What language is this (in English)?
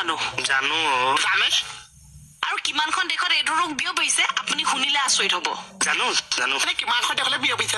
Assamese